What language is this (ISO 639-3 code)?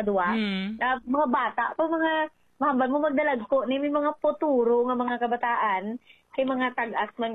hil